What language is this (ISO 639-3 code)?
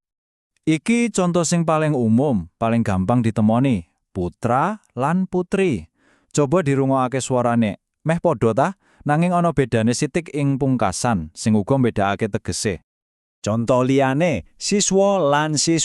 jav